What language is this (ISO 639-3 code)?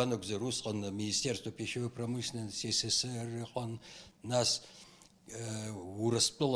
abk